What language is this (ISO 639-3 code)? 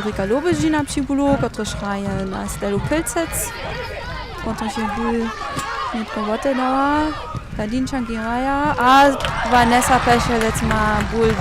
hsb